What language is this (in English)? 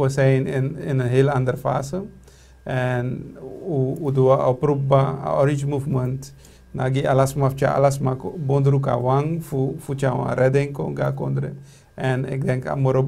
Sranan Tongo